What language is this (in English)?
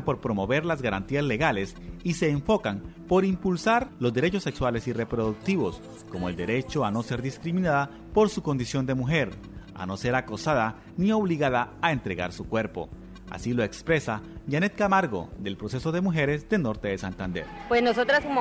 Spanish